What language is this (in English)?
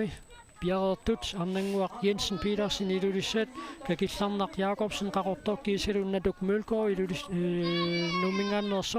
Kalaallisut